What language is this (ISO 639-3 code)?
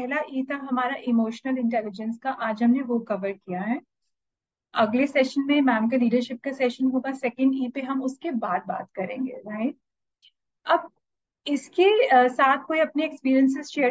hin